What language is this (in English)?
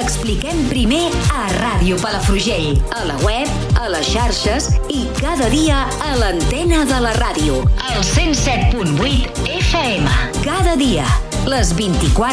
Catalan